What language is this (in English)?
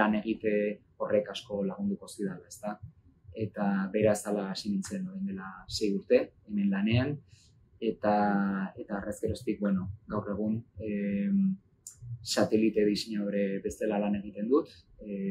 Basque